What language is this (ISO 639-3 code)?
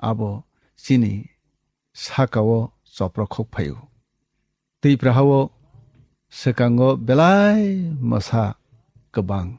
trp